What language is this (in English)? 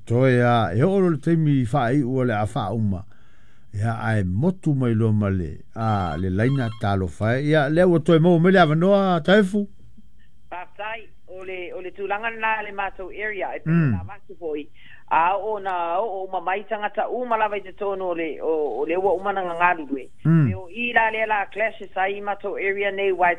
Samoan